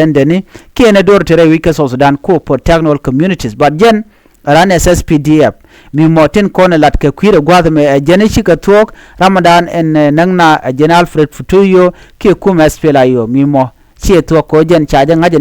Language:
Nuer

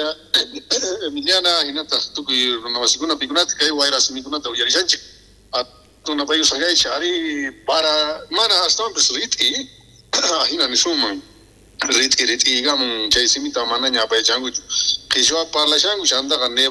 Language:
South Bolivian Quechua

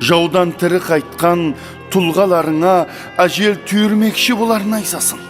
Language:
Kara-Kalpak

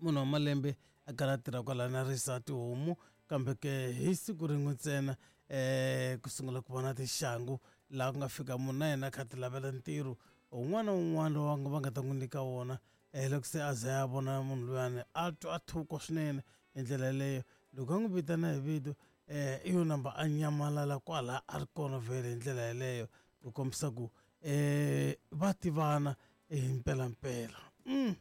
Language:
Tsonga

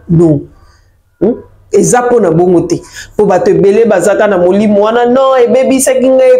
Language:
Lingala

